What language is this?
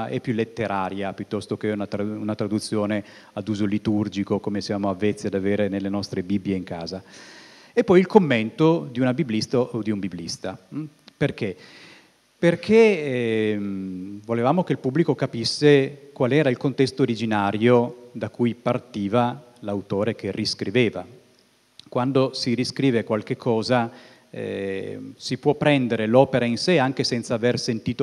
Italian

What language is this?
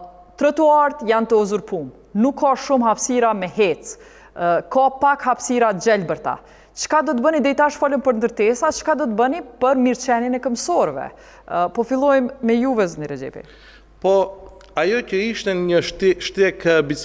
Albanian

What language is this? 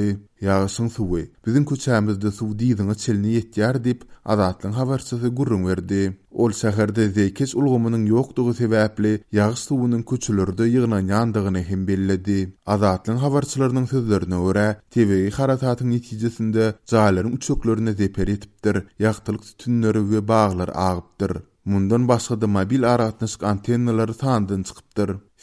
Turkmen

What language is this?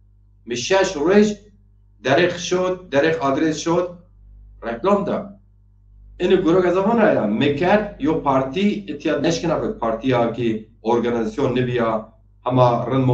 Zaza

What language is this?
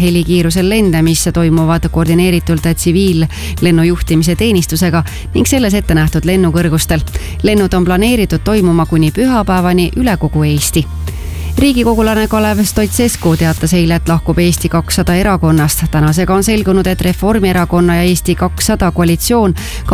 Estonian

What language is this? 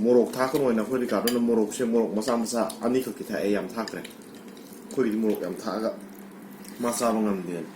Manipuri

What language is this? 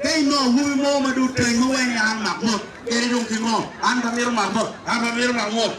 Acoli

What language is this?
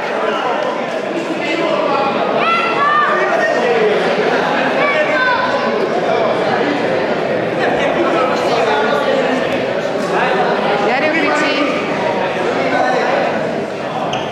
Hungarian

